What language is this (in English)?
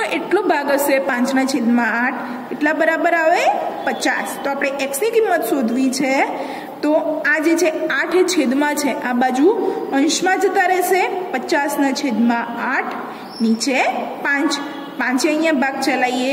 Gujarati